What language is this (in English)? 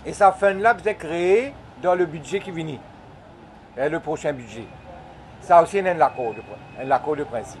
Morisyen